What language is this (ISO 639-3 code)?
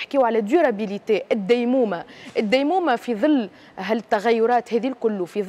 aeb